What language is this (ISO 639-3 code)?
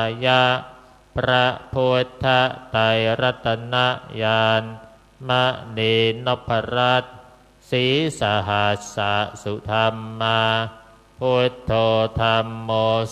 pli